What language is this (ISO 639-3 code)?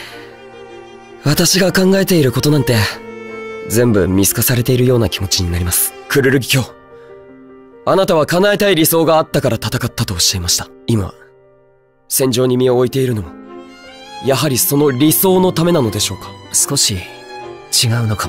jpn